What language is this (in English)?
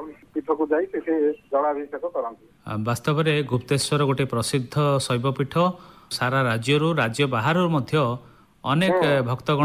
Odia